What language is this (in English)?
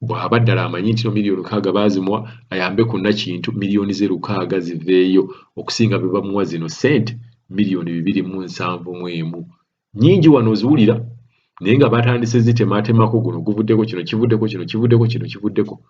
Ganda